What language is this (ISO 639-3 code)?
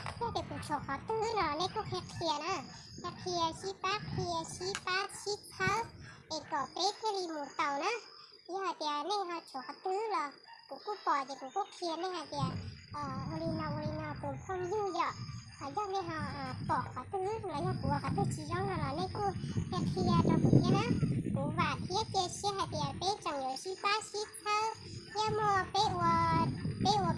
hmn